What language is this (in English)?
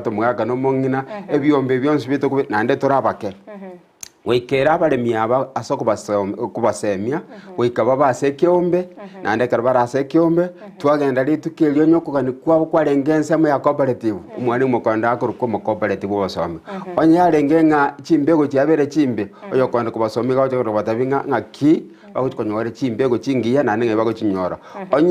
Gusii